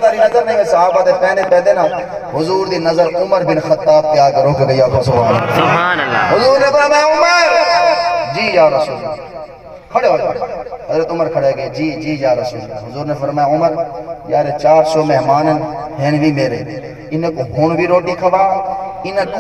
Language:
Saraiki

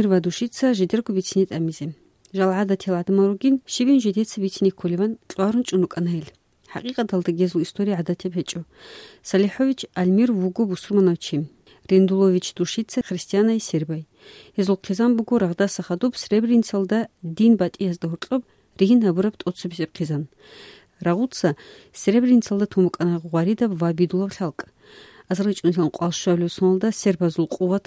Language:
Avaric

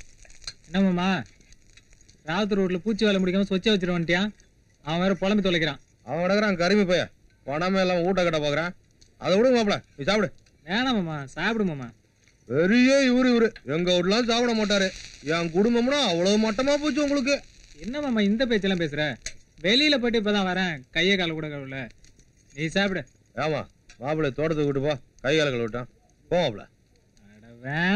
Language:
Tamil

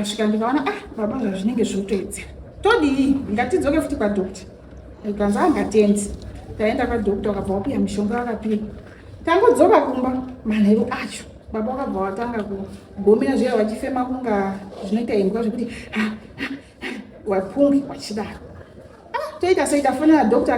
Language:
Shona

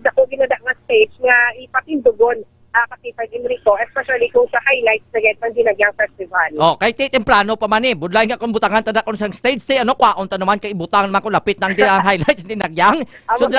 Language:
Hiligaynon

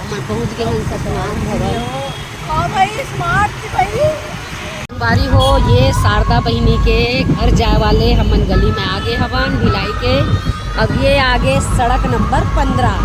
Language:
Chhattisgarhi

